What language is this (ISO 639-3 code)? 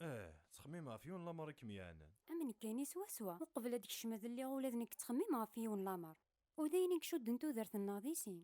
kab